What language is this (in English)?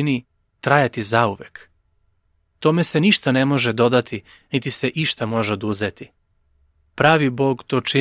Serbian